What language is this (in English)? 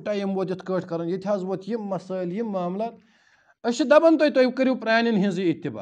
Kashmiri